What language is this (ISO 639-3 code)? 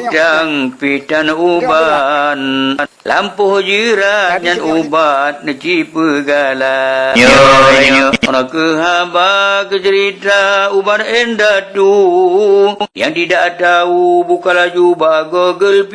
ace